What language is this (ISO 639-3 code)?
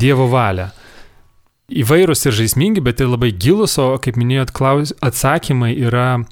lit